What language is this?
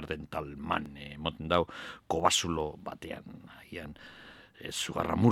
Basque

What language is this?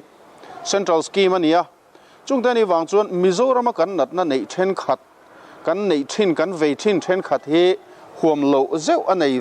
Mizo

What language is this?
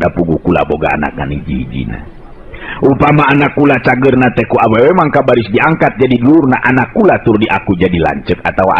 Sundanese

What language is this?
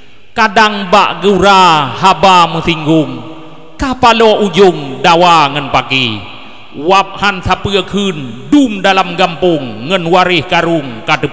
Achinese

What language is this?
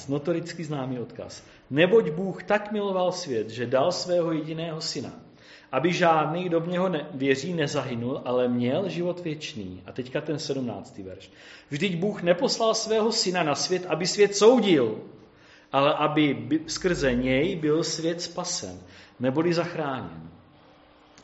Czech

